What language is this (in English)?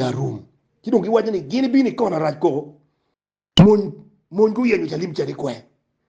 Acoli